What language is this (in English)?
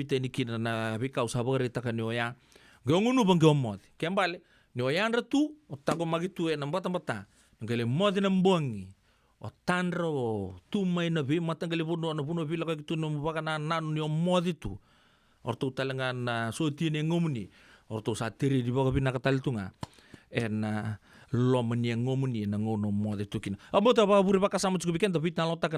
Fijian